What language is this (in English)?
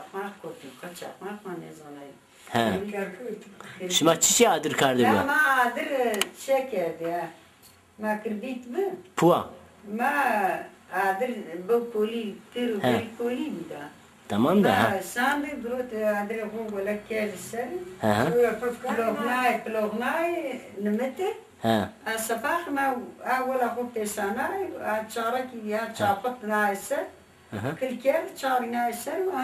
Zaza